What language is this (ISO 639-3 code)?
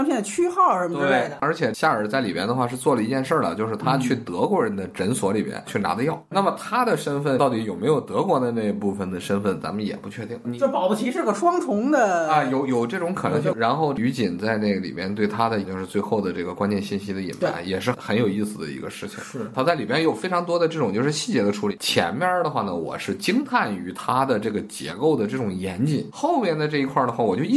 zho